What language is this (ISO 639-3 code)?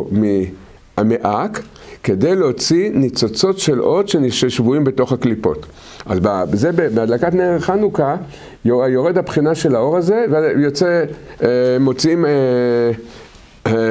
heb